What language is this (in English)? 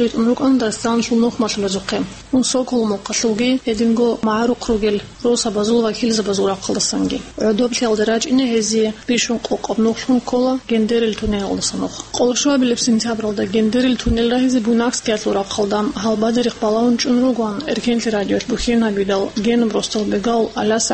Avaric